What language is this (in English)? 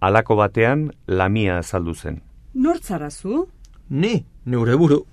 Basque